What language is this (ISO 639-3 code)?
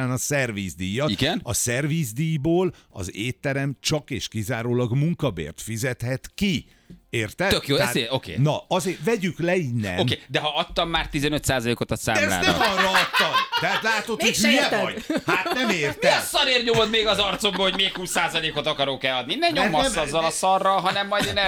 hun